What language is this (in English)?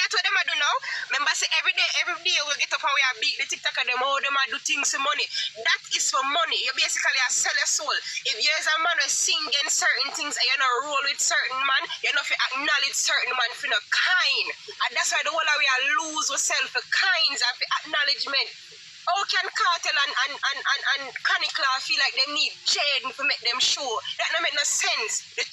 Jamaican Creole English